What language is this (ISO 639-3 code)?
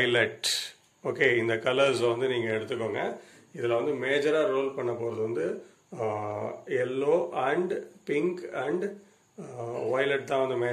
tam